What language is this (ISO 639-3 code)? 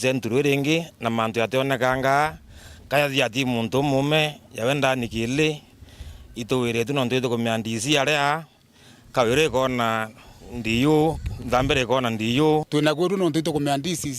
mer